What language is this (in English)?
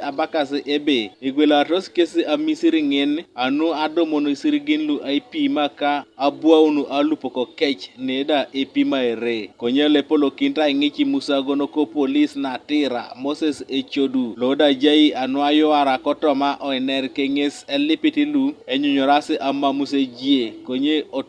Teso